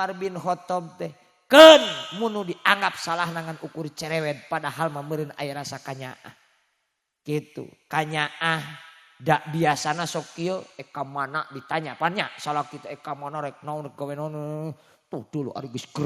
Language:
Sundanese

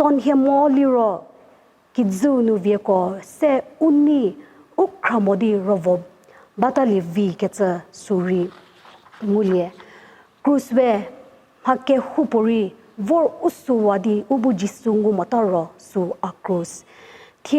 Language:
Angami Naga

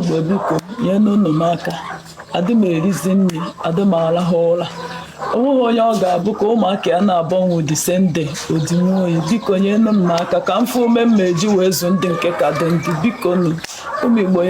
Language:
Igbo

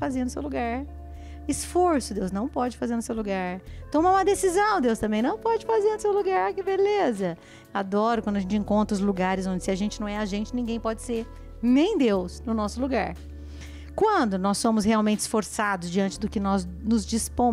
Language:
Portuguese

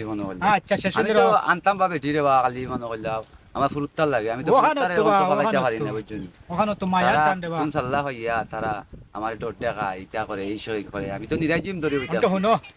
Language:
Sylheti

